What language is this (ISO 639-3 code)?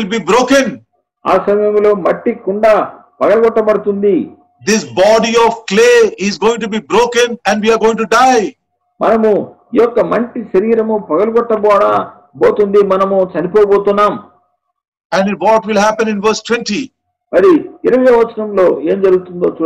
tel